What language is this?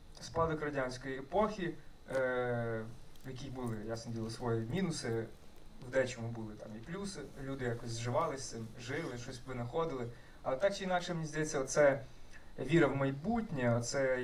Ukrainian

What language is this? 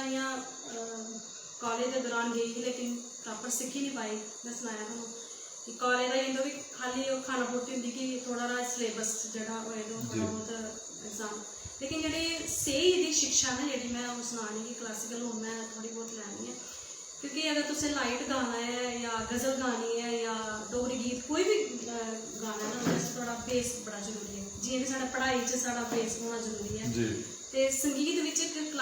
Dogri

